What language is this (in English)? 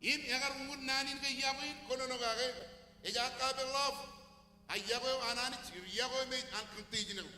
Marshallese